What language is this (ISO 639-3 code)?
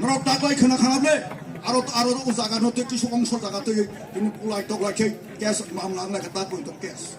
trp